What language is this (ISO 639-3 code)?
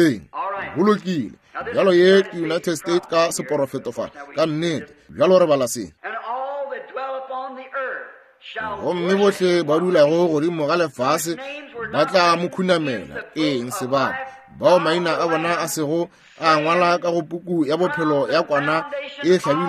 nso